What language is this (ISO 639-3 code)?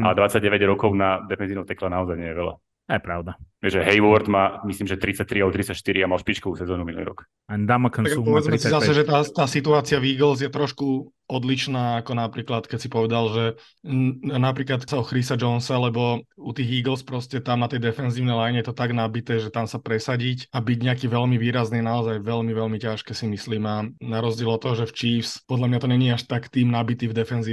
slk